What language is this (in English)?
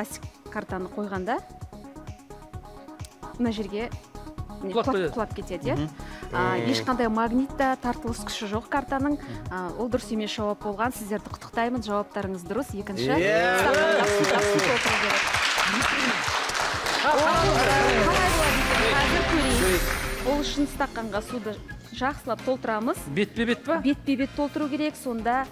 Kazakh